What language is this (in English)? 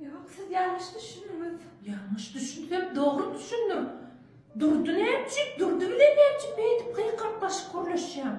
Turkmen